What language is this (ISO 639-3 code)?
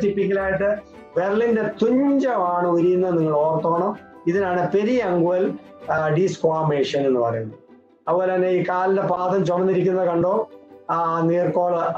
mal